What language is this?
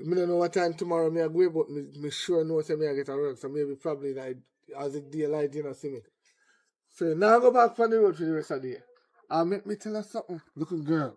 Jamaican Creole English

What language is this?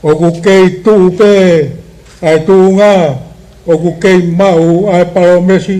Tongan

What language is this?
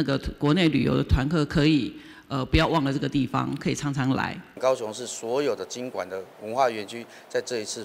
Chinese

